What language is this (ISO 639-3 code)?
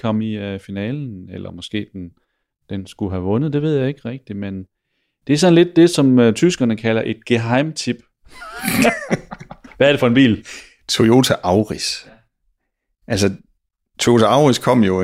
dan